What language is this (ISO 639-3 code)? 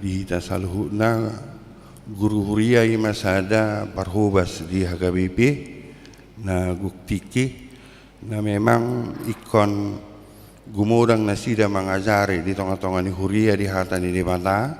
bbc